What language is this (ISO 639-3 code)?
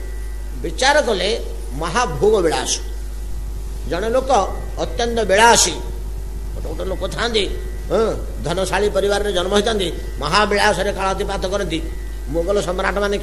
ori